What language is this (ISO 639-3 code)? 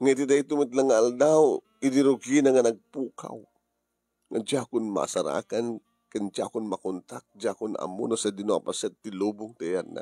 ilo